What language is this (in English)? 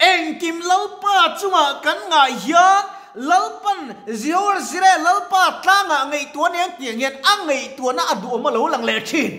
Mizo